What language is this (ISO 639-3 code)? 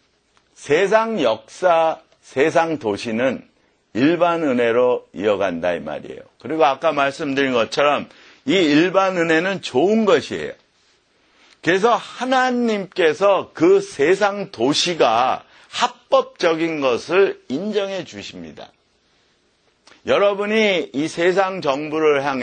kor